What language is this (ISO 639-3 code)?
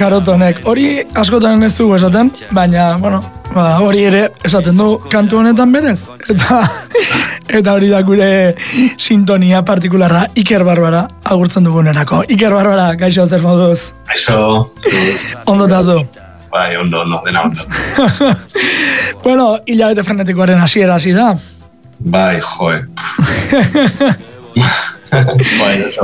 eus